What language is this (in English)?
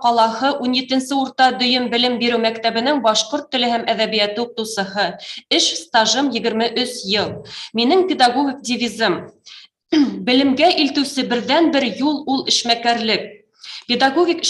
Bashkir